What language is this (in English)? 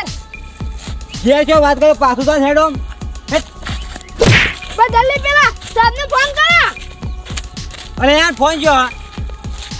Gujarati